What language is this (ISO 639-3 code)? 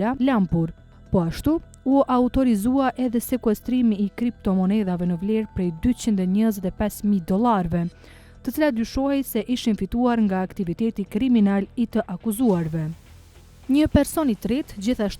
sqi